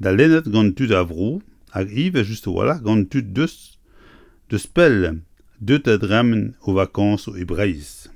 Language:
Breton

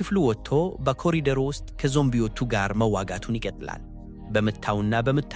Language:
Amharic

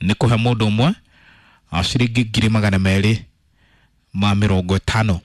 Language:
Kikuyu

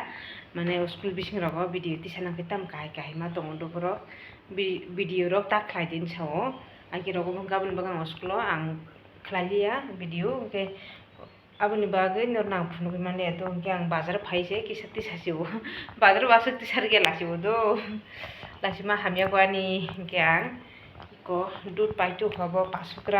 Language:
Kok Borok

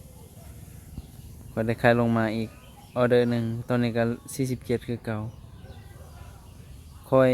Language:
Lao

